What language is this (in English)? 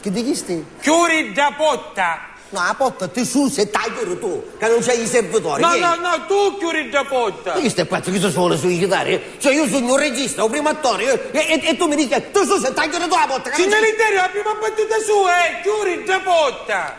Sicilian